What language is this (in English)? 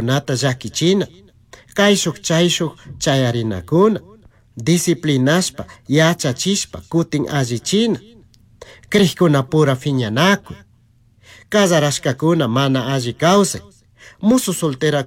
Chimborazo Highland Quichua